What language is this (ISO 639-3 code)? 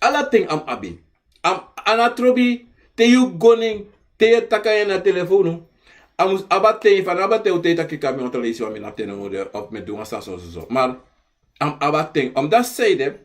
srn